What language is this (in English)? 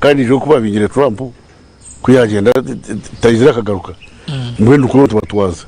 Nyankole